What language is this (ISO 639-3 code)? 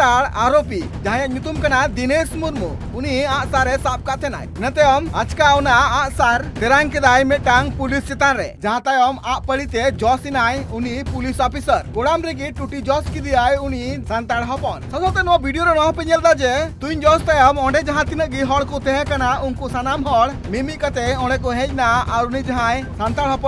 sat